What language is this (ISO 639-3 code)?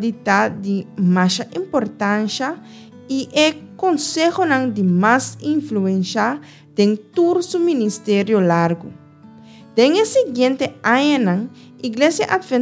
pap